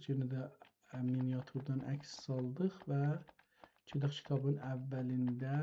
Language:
South Azerbaijani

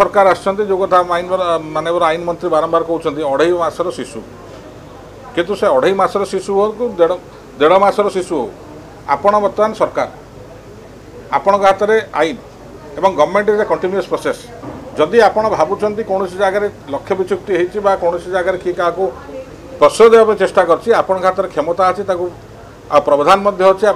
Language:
Odia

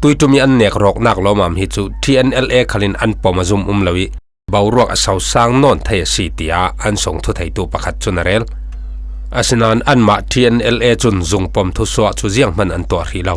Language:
Falam Chin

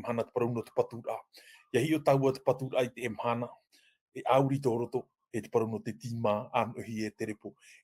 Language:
Tahitian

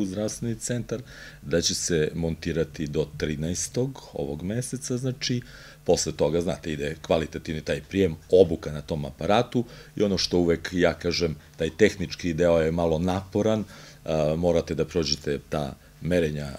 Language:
Serbian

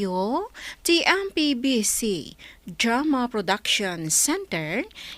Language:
Iloko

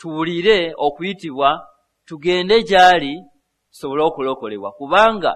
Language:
Ganda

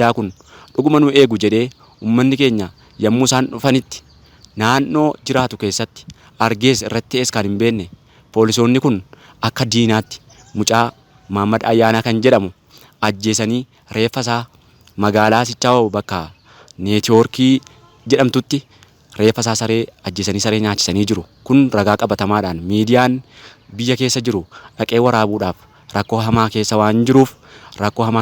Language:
Oromo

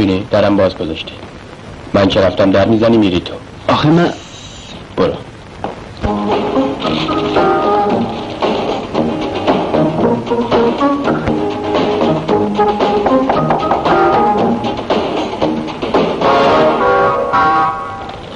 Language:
Persian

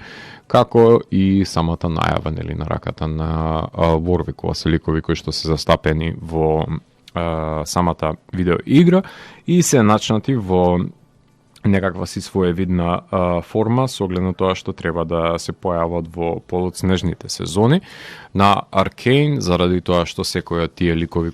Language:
Macedonian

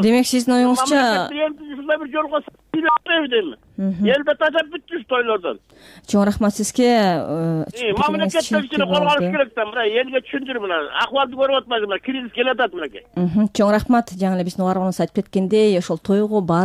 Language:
Kyrgyz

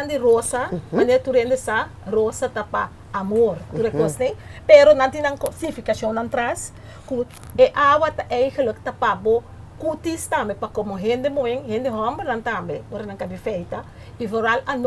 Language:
Papiamento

